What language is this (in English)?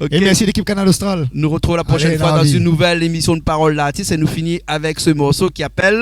Réunion Creole French